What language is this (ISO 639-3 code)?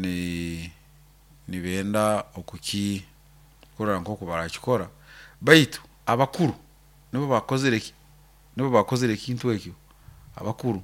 nyo